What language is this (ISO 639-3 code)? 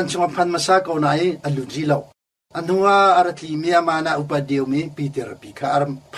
cnh